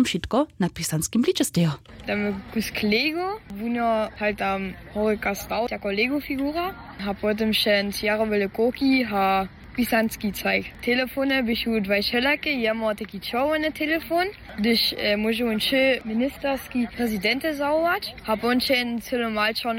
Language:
Upper Sorbian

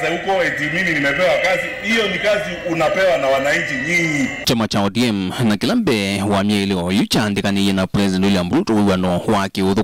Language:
Kamba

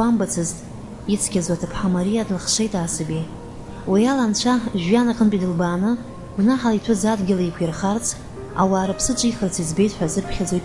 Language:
Abkhazian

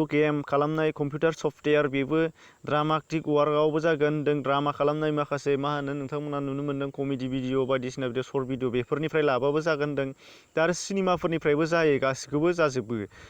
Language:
Bodo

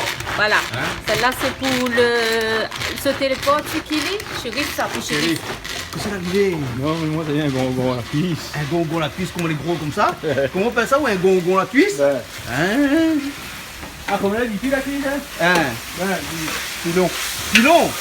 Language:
Réunion Creole French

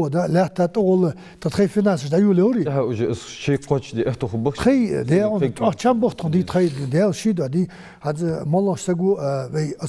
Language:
Ingush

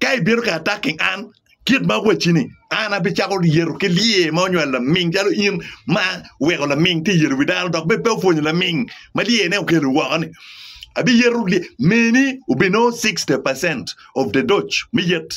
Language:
Acoli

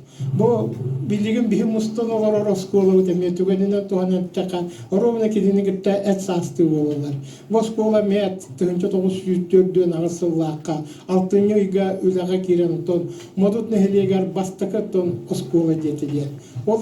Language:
Yakut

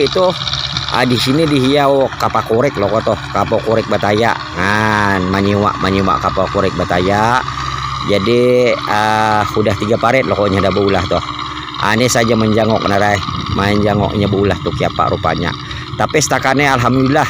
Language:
Banjar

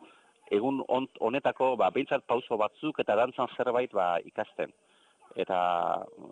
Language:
Basque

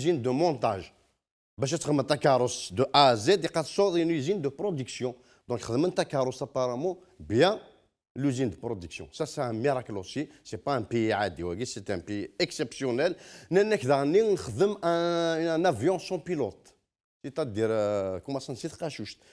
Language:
Kabyle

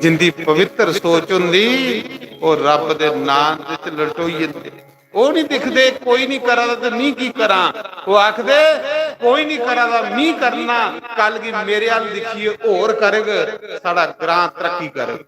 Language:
Dogri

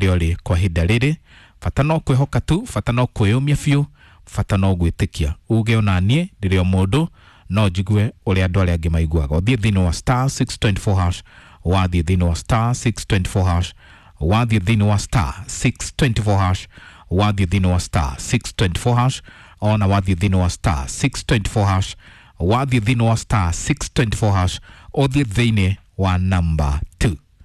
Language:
Kikuyu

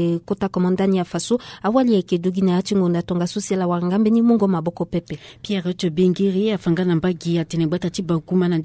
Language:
Sango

